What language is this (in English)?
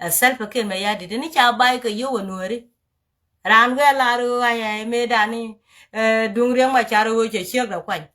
Nuer